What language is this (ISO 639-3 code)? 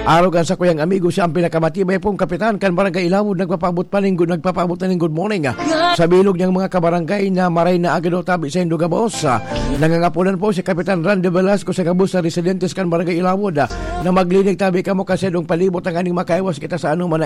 bik